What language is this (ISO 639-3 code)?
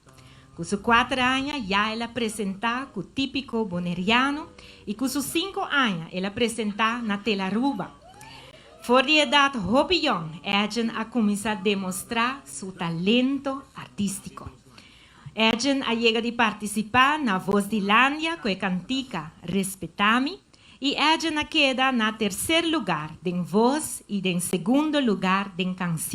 pap